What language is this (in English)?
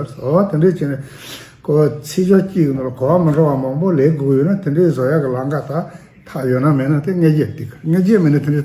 Tibetan